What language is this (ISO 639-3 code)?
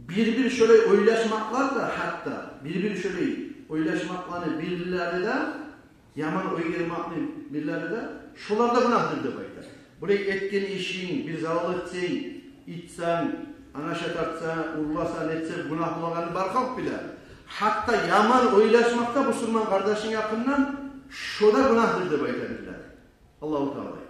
kum